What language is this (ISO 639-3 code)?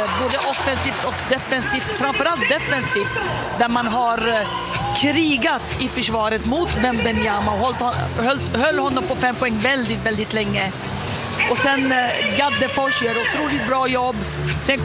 swe